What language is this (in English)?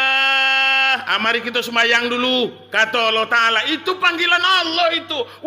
Minangkabau